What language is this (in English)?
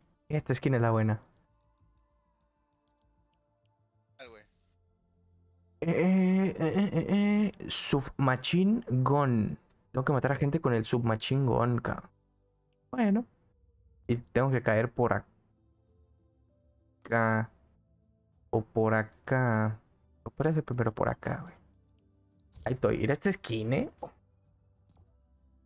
Spanish